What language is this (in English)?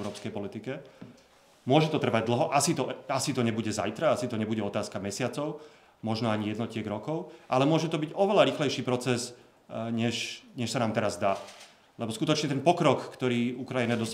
Slovak